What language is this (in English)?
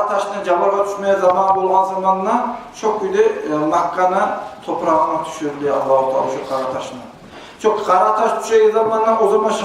Kumyk